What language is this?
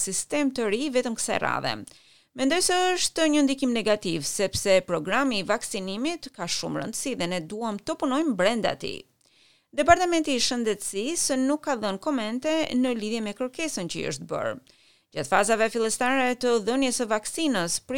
Albanian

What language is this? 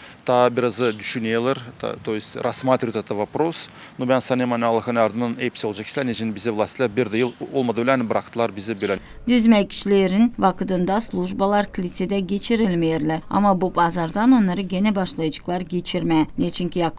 Gagauz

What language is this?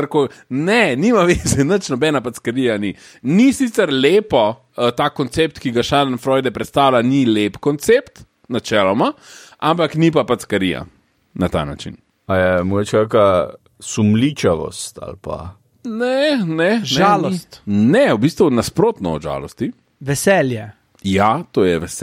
Slovenian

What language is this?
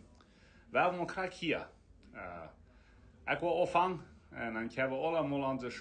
Plautdietsch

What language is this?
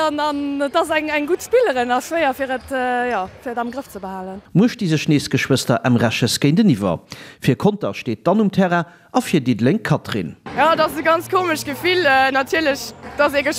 Luxembourgish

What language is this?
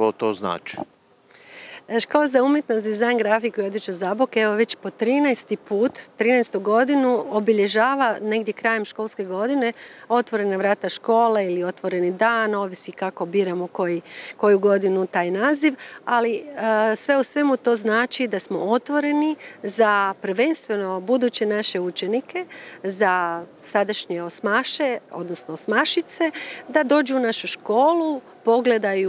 Croatian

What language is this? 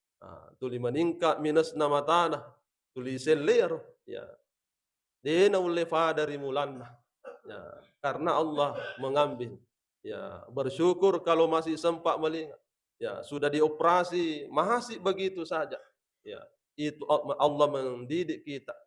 Buginese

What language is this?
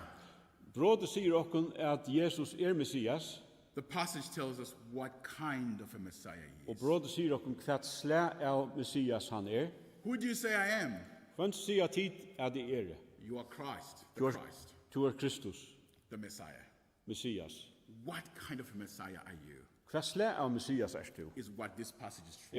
Faroese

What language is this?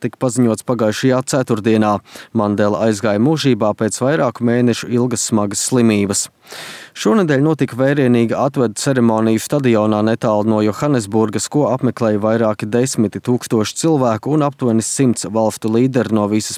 Latvian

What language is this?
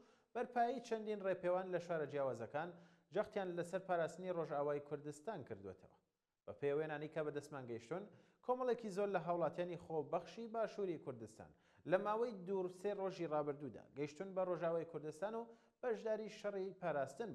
Central Kurdish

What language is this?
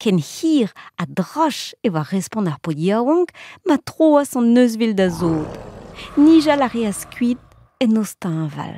Breton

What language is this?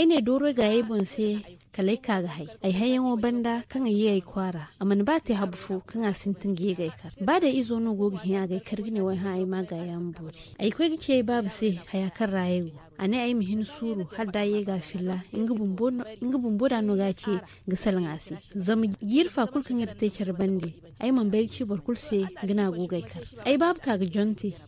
Zarma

